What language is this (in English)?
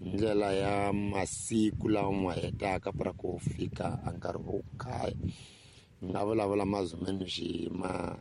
Tsonga